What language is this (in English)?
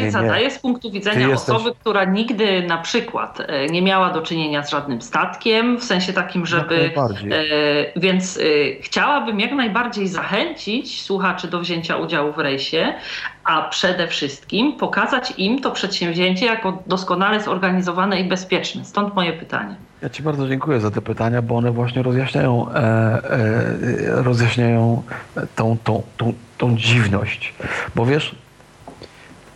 Polish